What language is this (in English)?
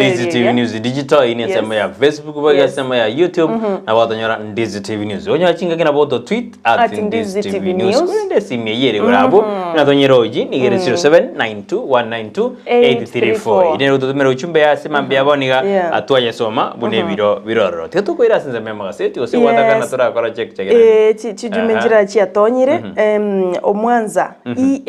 Gusii